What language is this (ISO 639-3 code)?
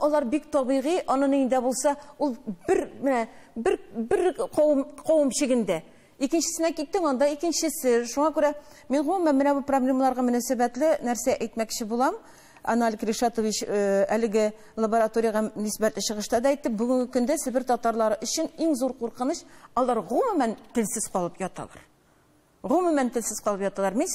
tat